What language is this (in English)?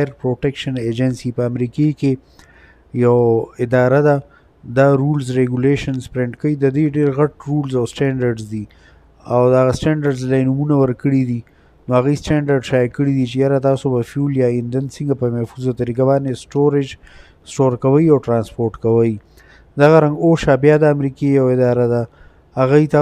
Pashto